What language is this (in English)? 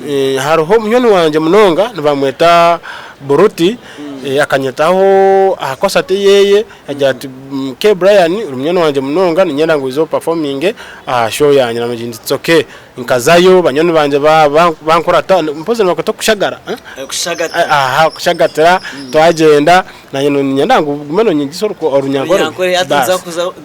Nyankole